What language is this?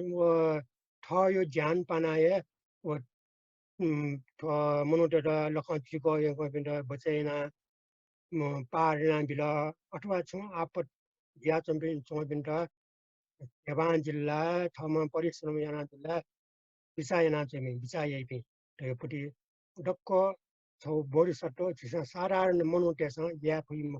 Newari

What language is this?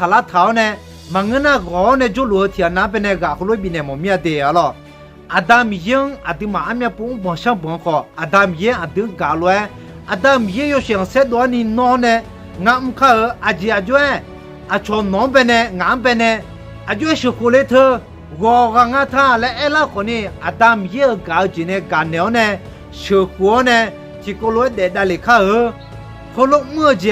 Akha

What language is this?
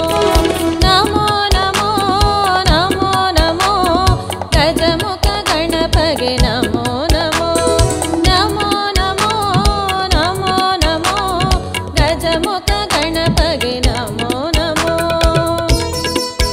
Kannada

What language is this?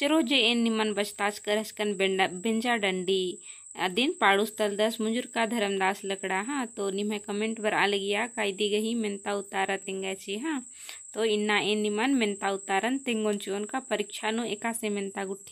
Kurukh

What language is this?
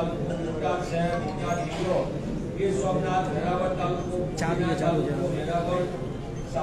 Gujarati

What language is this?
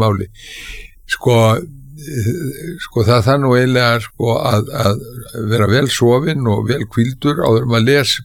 Icelandic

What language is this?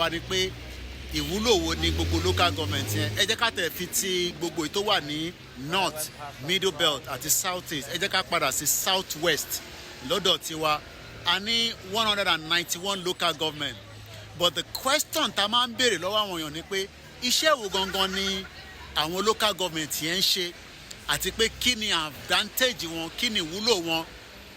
Yoruba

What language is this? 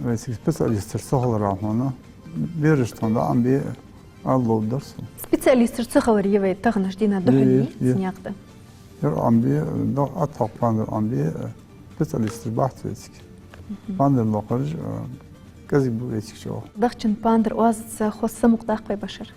Ingush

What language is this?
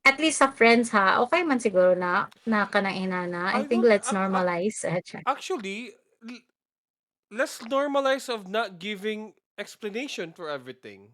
Cebuano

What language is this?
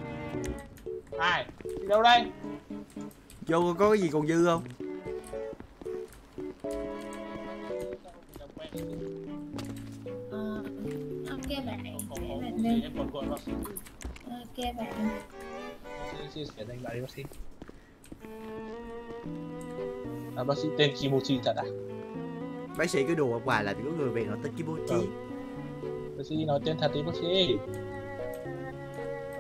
Vietnamese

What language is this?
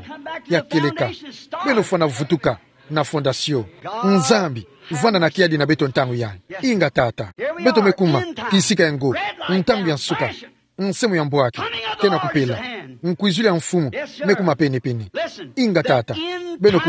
Kituba (Democratic Republic of Congo)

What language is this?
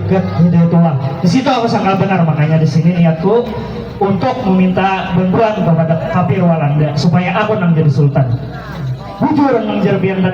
Banjar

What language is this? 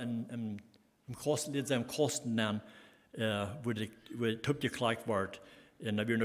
Plautdietsch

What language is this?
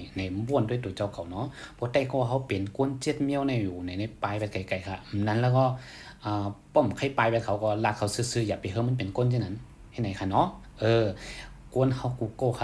Shan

